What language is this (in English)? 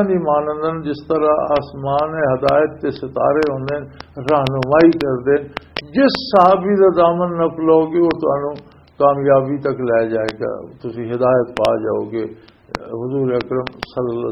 Western Panjabi